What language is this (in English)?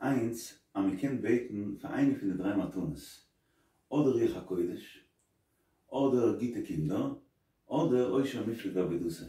Yiddish